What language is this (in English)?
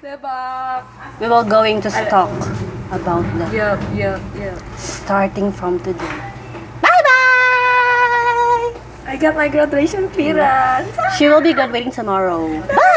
Cebuano